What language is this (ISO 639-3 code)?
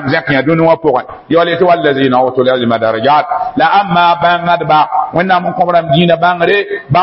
mos